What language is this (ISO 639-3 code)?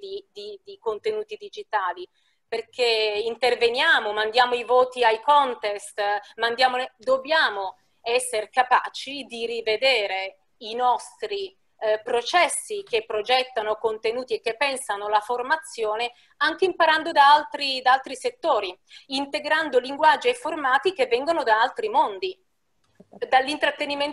ita